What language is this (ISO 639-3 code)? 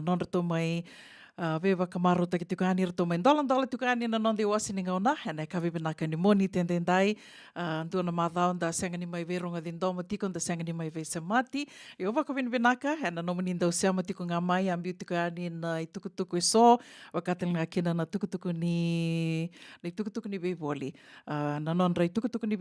fij